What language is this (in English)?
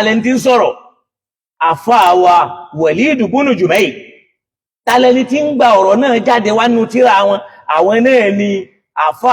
Yoruba